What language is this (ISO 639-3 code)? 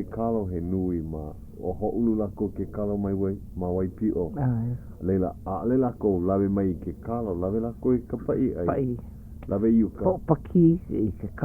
haw